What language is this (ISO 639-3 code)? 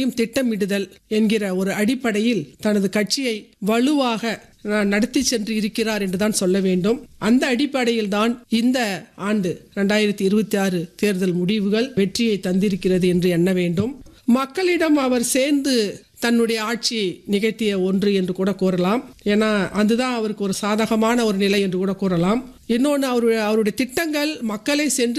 tam